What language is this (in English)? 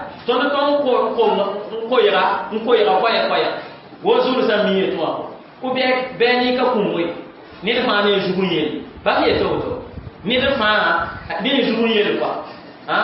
Mossi